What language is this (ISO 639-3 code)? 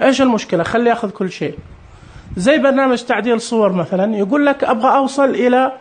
ars